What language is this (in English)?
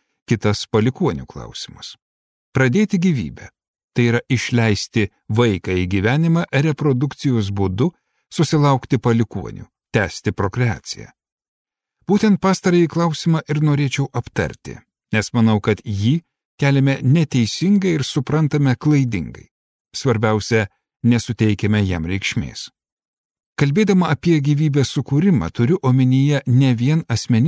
Lithuanian